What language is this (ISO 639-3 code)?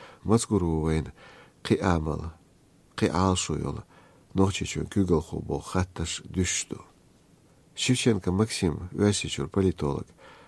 che